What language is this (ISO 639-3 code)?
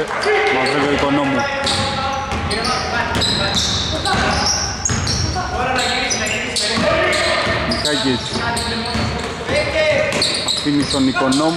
ell